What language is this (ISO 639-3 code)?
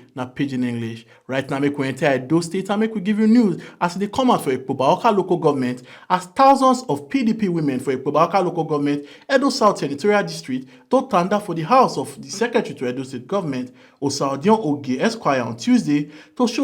pcm